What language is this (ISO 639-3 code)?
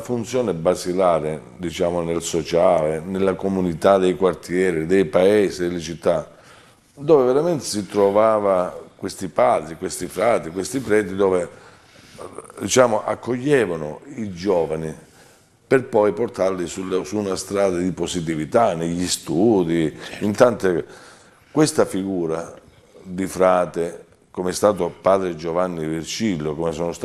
ita